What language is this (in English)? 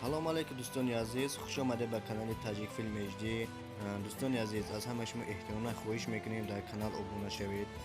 Tajik